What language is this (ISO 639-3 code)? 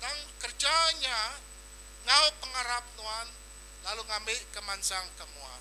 iba